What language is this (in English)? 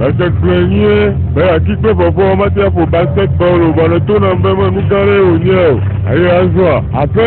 Ewe